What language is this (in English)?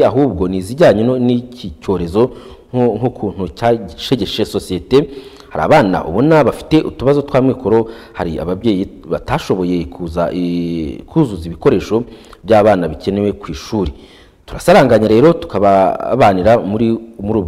Kinyarwanda